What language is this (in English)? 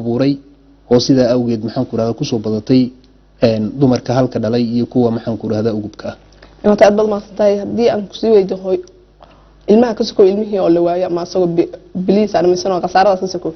Somali